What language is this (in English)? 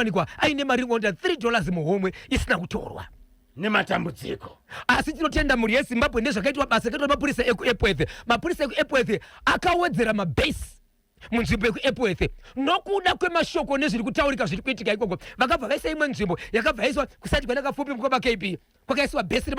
Shona